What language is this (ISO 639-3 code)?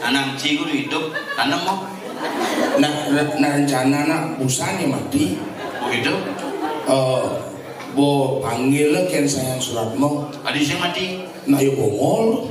ban